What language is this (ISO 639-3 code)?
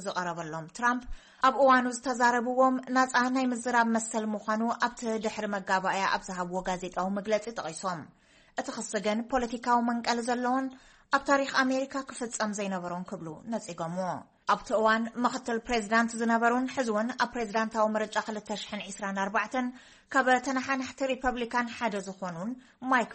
tir